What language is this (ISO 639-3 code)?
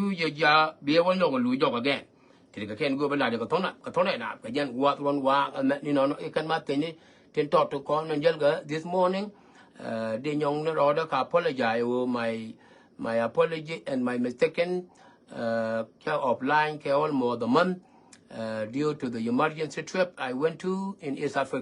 nus